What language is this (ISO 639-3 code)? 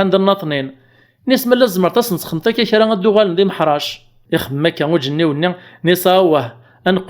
kab